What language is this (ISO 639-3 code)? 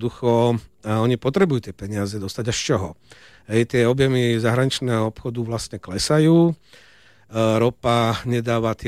slk